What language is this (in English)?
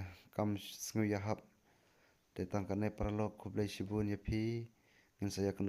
Khasi